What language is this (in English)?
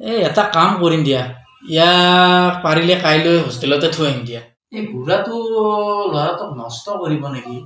Assamese